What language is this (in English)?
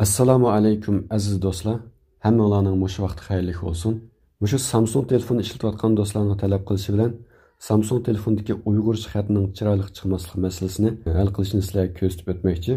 Uyghur